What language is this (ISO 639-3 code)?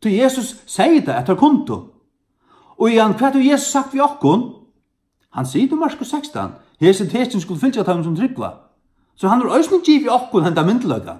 fao